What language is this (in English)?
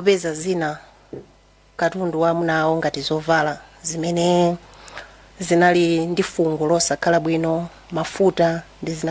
Nyanja